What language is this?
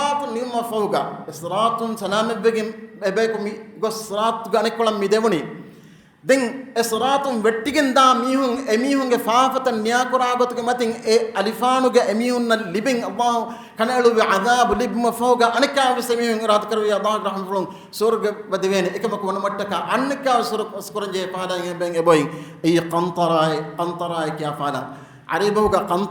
Divehi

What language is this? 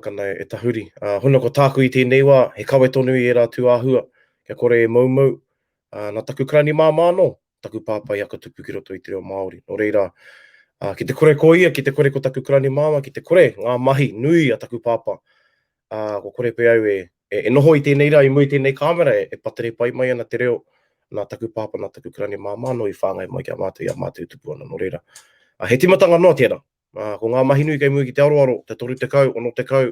Māori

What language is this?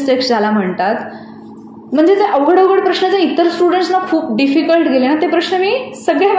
Marathi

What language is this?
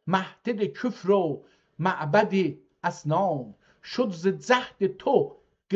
South Azerbaijani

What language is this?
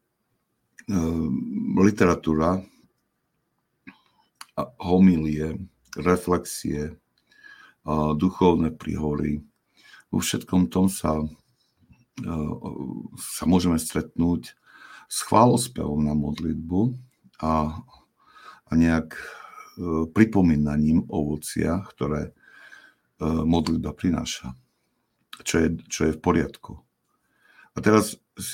Slovak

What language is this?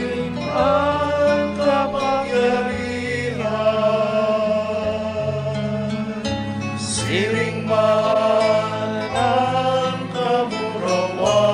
Bikol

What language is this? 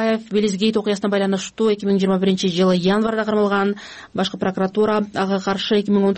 Kyrgyz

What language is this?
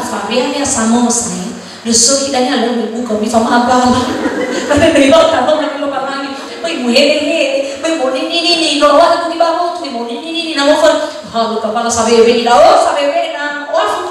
Nias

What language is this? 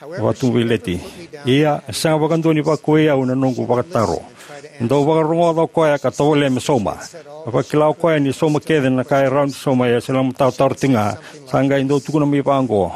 Fijian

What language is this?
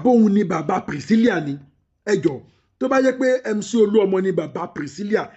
Yoruba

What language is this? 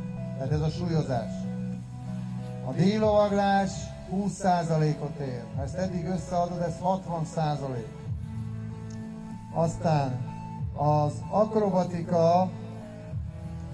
Hungarian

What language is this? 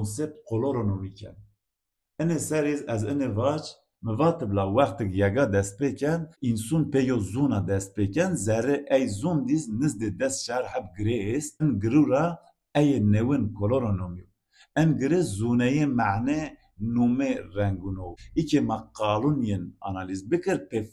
Zaza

